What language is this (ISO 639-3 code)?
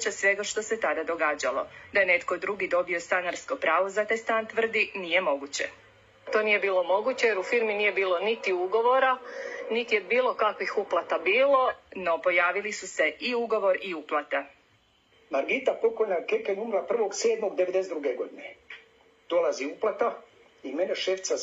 hrv